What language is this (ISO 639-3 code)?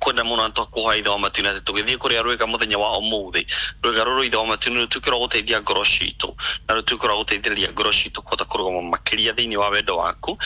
kik